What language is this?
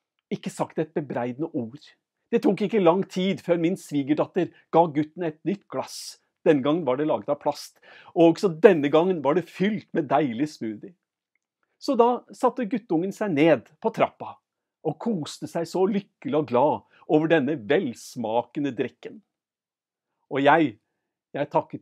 Norwegian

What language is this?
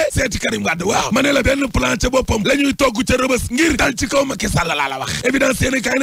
Wolof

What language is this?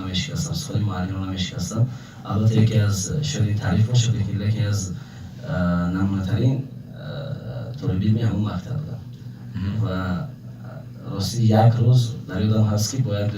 Tajik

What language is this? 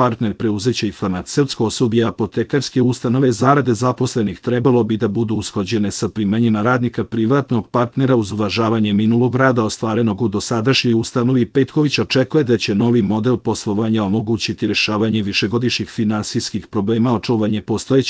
Serbian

